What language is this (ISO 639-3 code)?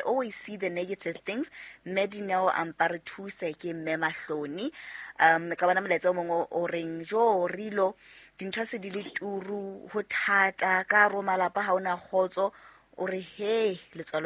sot